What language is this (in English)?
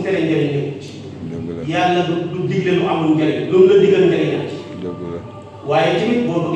Wolof